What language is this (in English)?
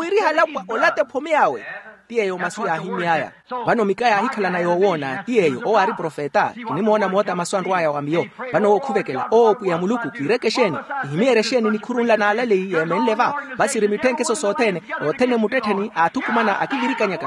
Makhuwa